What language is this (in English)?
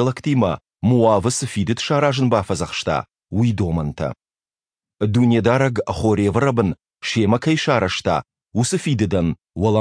Ossetic